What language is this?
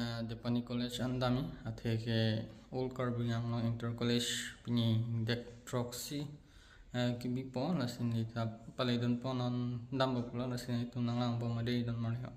Karbi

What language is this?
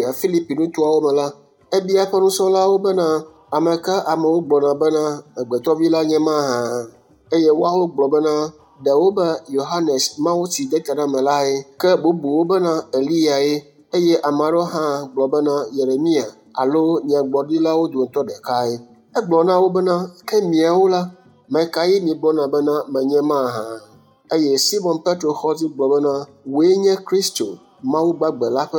Ewe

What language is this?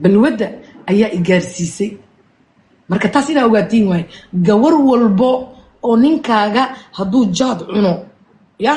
Somali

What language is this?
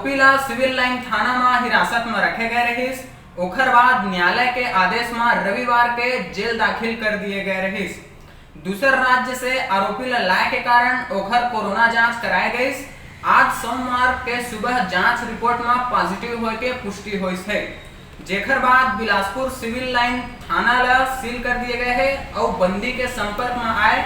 Chhattisgarhi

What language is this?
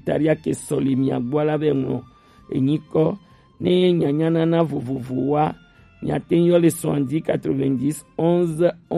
Gen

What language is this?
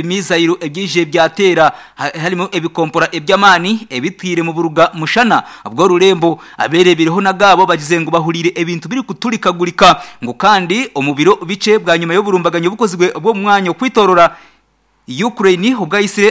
Nyankole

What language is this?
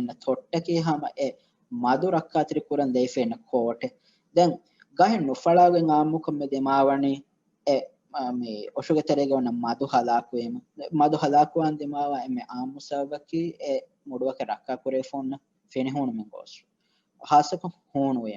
Divehi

